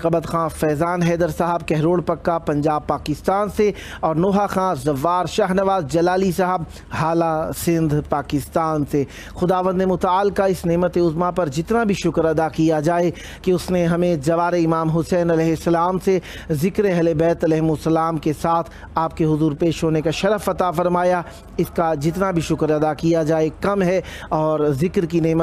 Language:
Urdu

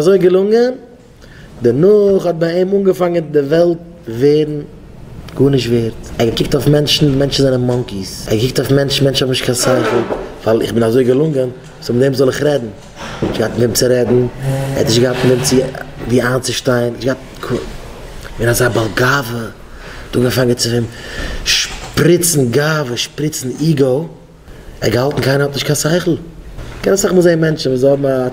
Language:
Yiddish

